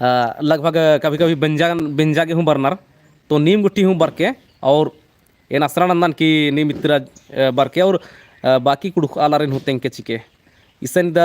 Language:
Kurukh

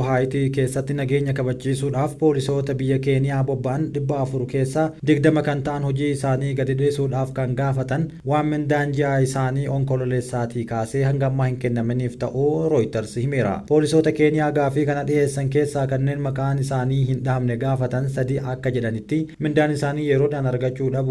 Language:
Oromo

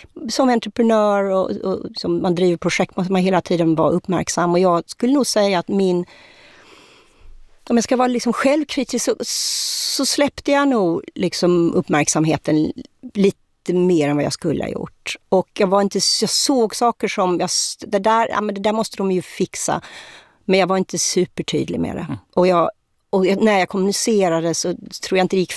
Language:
Swedish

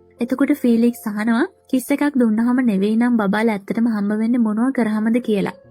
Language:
Sinhala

